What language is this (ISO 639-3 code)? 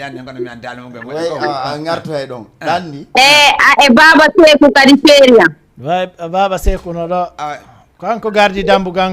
ful